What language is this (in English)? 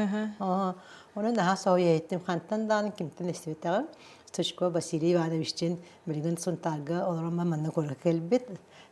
Yakut